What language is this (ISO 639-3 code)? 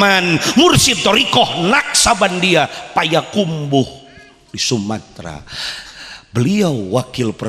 sun